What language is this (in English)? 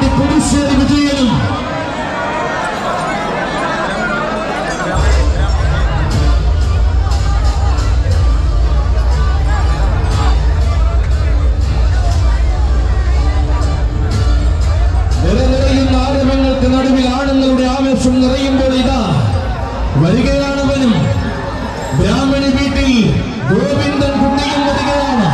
Malayalam